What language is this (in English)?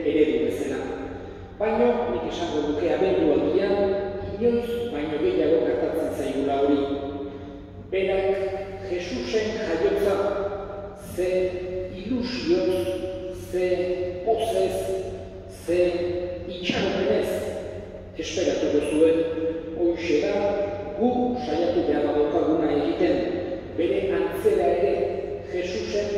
Basque